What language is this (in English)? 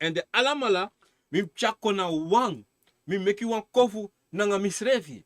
Sranan Tongo